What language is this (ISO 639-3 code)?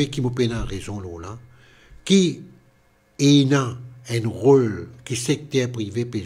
mfe